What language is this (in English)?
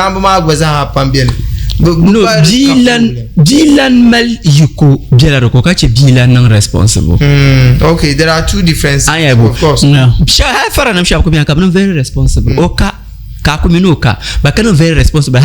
Dagbani